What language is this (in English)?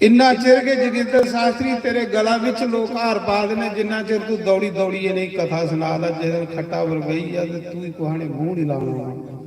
Dogri